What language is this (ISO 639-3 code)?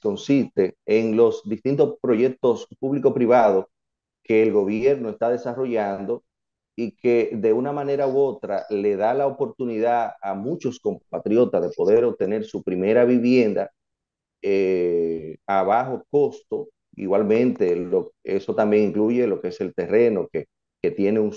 spa